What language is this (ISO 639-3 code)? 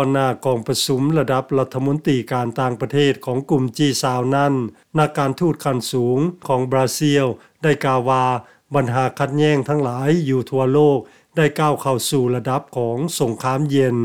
lao